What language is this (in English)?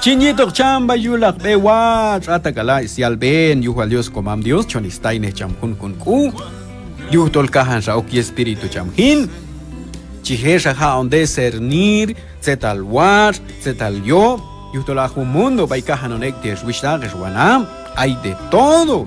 Q'anjob'al